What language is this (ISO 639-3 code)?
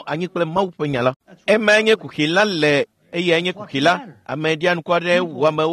ewe